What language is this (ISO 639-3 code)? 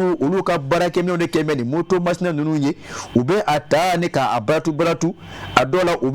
bam